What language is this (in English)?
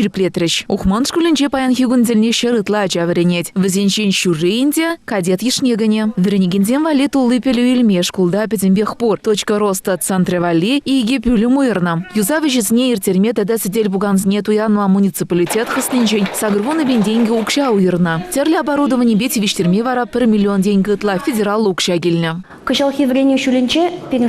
Chuvash